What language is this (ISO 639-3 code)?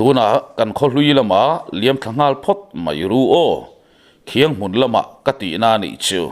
lus